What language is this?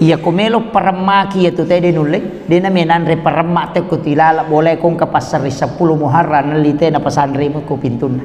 Buginese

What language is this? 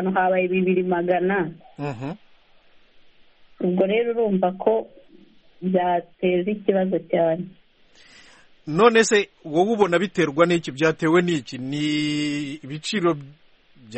Kinyarwanda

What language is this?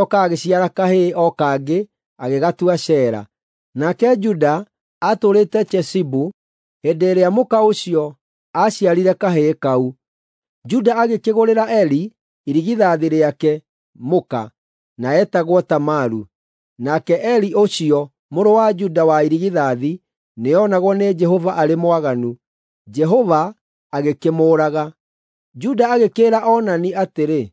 Kikuyu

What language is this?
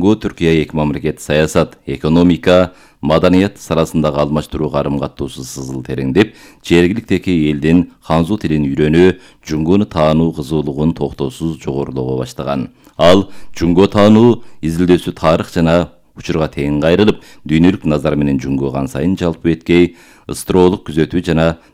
Kyrgyz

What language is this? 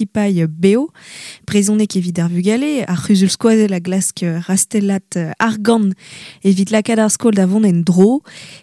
Breton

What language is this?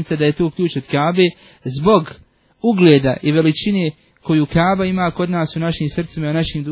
Bosnian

